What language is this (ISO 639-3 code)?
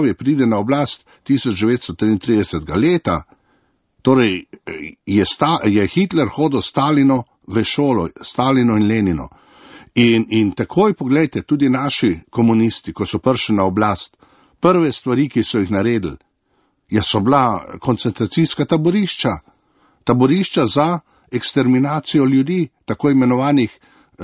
slv